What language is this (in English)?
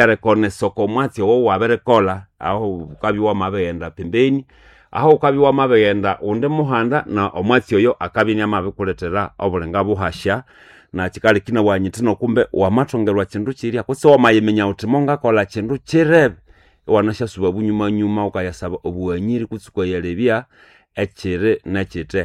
Nande